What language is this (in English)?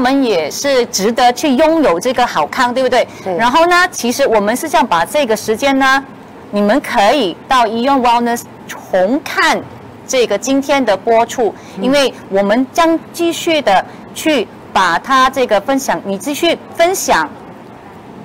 Chinese